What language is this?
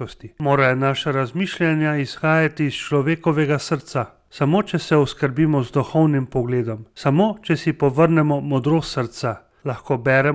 Slovenian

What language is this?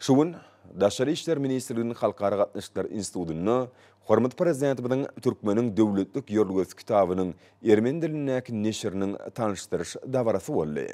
Turkmen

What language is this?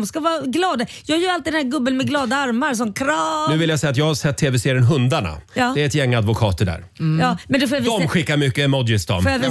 Swedish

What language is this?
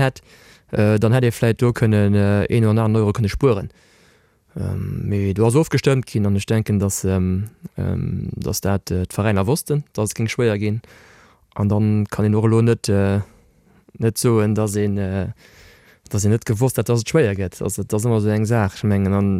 Luxembourgish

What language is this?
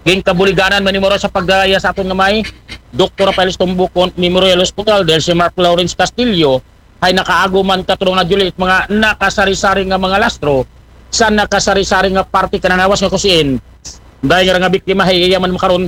Aklanon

